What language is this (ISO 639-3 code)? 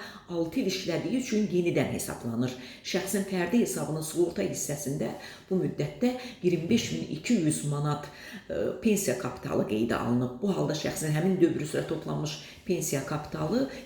aze